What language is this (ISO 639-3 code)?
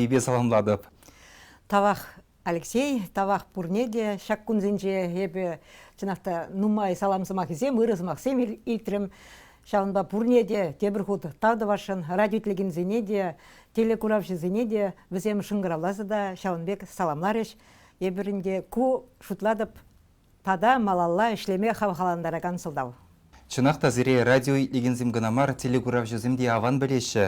chv